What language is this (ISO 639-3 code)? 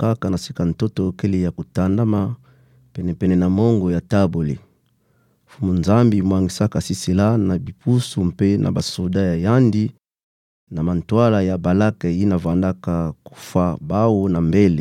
ktu